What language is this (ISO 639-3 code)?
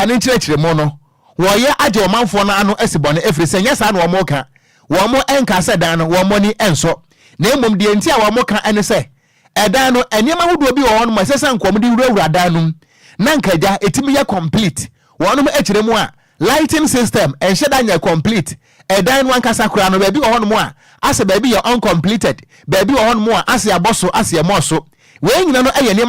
aka